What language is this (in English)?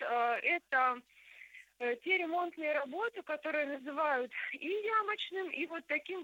Russian